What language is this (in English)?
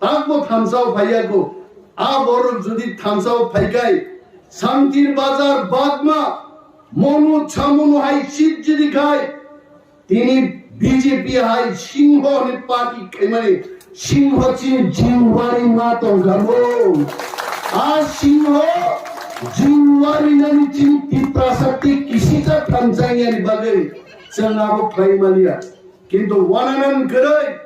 Kok Borok